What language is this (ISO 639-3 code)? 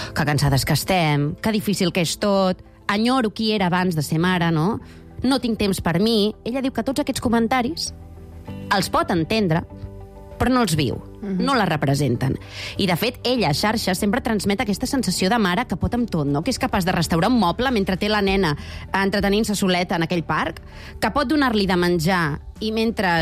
cat